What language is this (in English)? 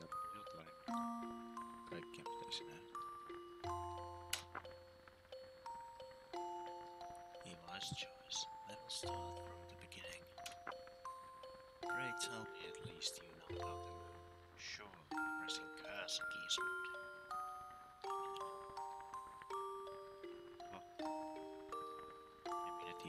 Finnish